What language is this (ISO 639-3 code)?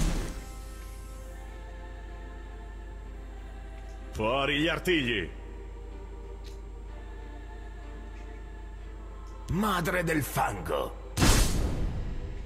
ita